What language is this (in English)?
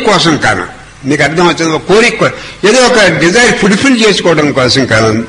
Telugu